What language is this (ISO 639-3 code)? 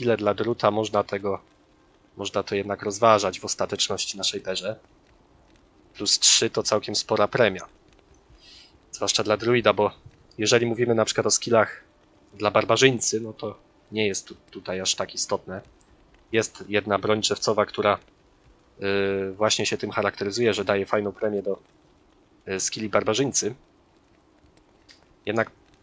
pol